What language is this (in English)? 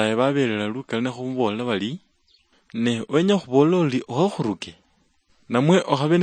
Luyia